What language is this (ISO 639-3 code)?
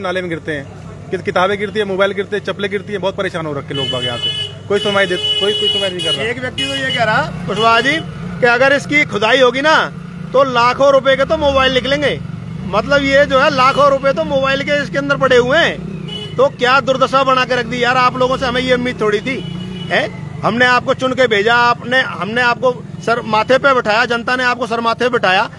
hin